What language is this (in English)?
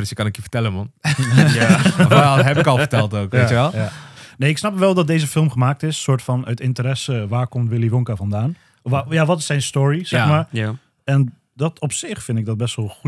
Dutch